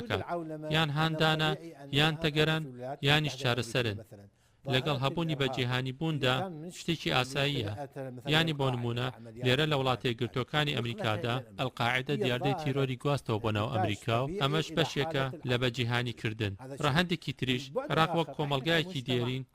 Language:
Central Kurdish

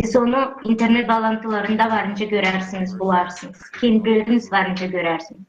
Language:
Gagauz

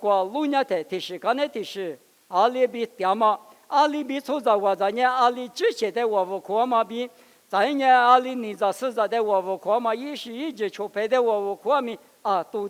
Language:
Lisu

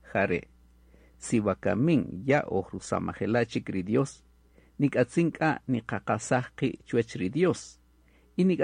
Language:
Kaqchikel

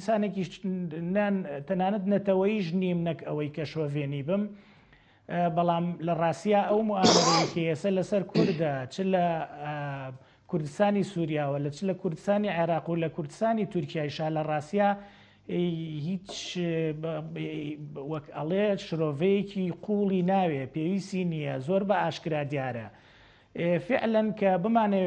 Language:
Central Kurdish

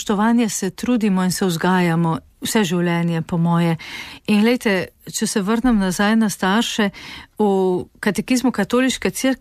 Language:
Slovenian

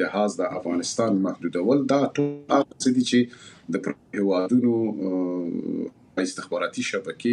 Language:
Pashto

